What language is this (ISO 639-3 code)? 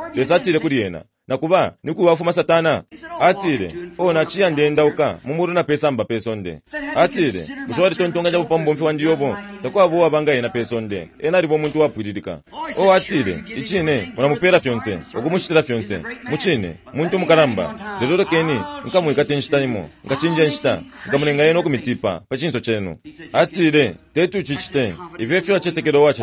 bem